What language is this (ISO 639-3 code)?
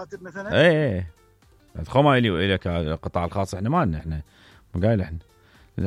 acm